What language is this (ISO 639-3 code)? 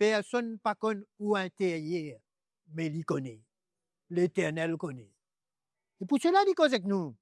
mfe